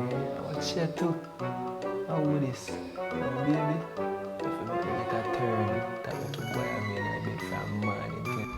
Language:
Jamaican Creole English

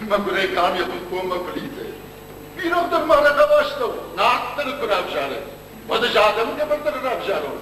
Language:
Ossetic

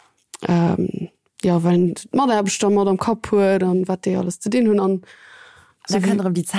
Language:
Luxembourgish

